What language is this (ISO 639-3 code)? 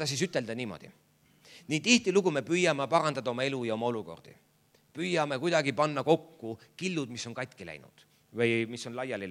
est